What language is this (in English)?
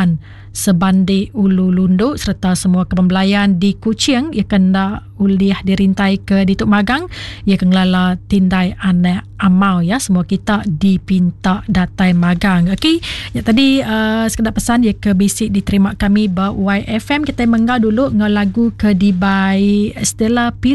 Iban